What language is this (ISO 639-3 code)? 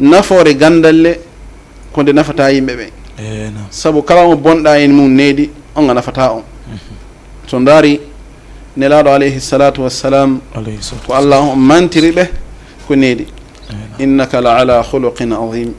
ful